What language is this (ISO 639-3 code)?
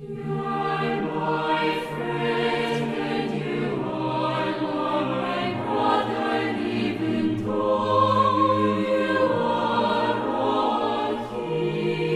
quh